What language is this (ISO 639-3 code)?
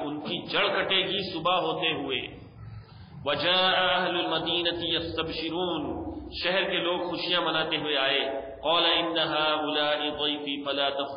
urd